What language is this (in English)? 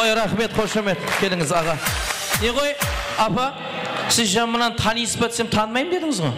Kara-Kalpak